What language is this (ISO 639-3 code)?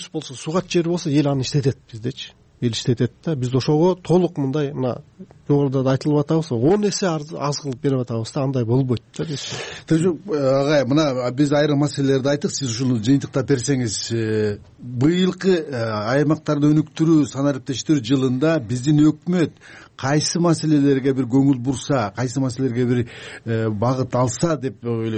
kir